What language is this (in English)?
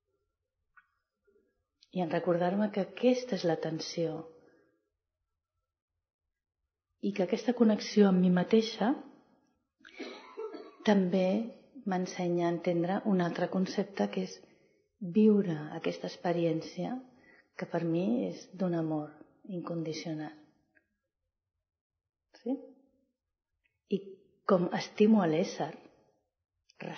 Catalan